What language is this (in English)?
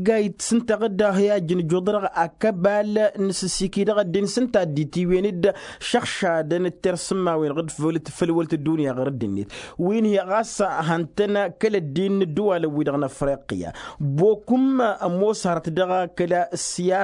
Tamasheq